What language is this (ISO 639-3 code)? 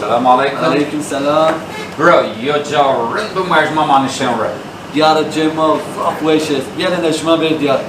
zza